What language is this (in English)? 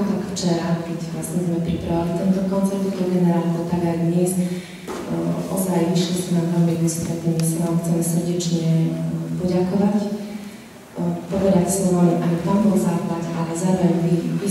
Slovak